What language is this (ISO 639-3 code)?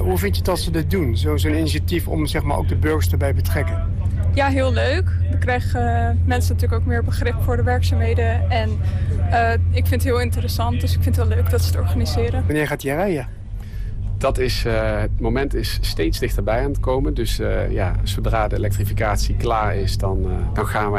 nld